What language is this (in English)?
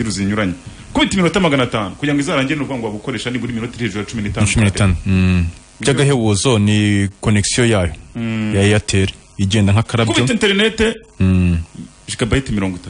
Kinyarwanda